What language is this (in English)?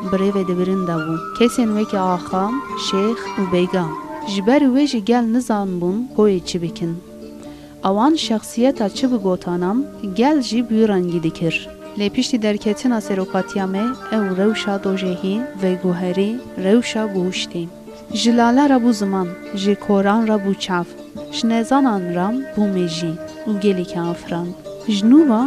Kurdish